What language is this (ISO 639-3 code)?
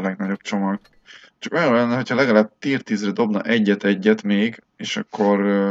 hun